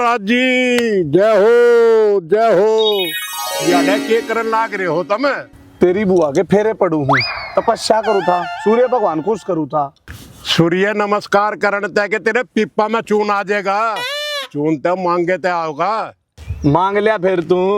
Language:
Haryanvi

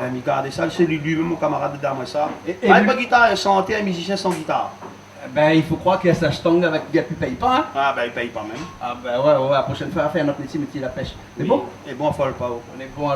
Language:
Réunion Creole French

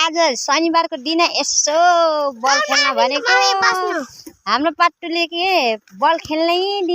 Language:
Nepali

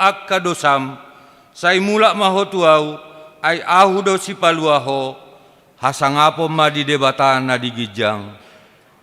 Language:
Batak Toba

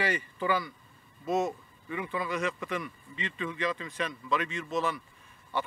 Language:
Yakut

